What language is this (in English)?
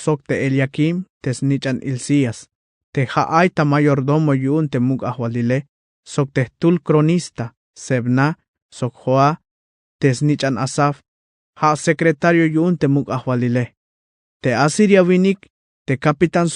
Tzeltal